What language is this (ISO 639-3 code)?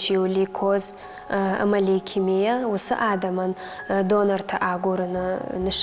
oss